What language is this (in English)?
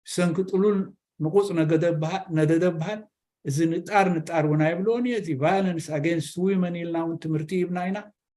Tigrinya